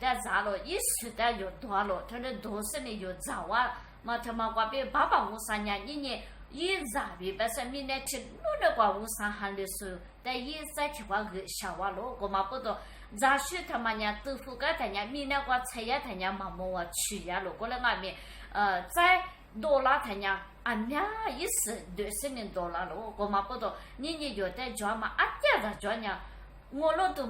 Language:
Lisu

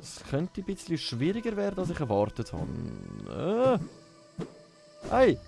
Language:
Swiss German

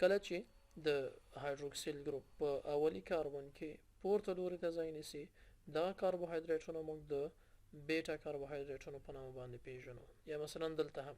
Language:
Pashto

